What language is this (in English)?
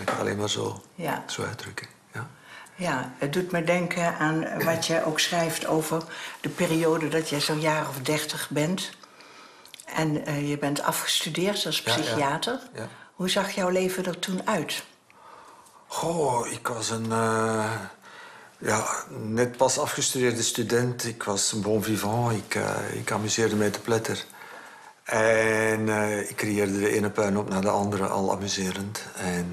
Dutch